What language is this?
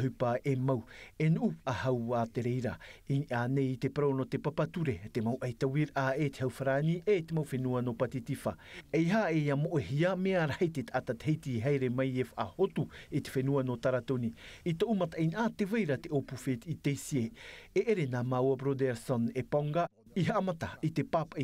Tahitian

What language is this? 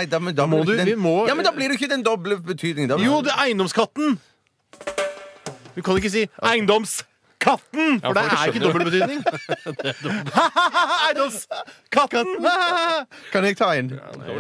Norwegian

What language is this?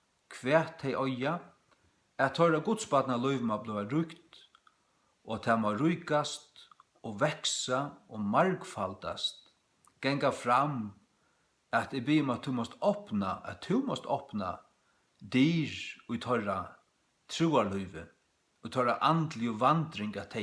Faroese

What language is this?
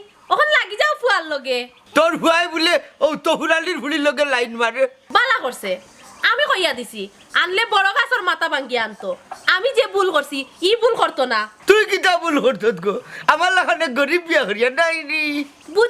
Sylheti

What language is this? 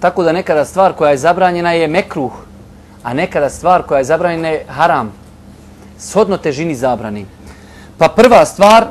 Bosnian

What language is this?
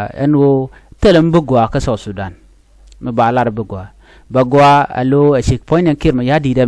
Nuer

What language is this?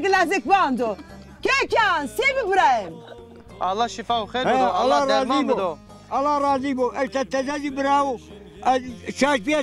Zaza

